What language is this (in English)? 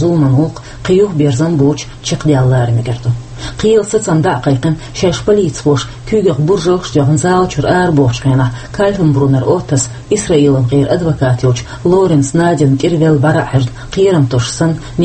Chechen